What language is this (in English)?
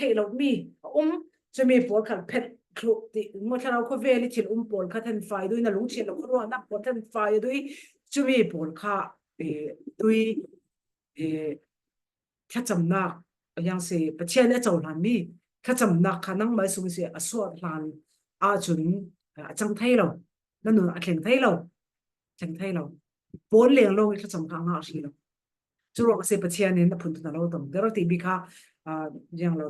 Falam Chin